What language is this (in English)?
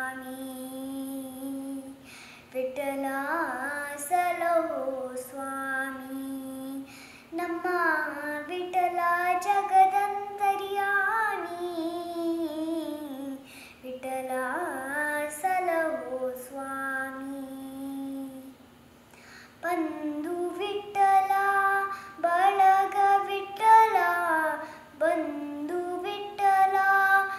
Kannada